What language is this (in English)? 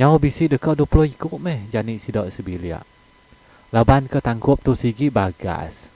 Iban